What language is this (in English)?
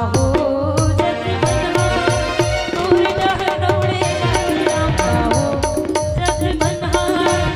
Chhattisgarhi